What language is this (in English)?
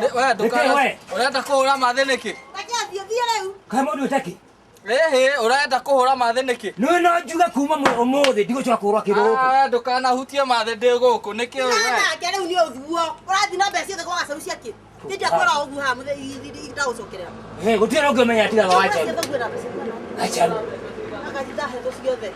Kikuyu